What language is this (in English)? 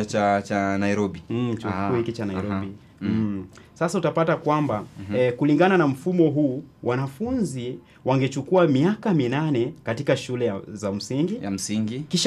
Swahili